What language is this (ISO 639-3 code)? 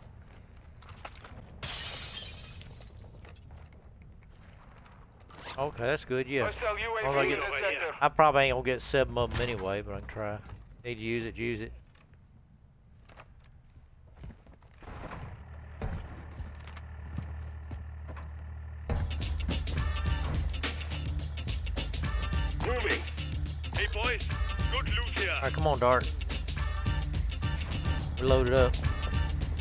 eng